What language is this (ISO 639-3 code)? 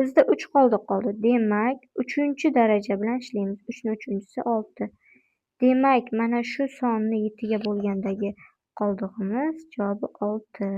uzb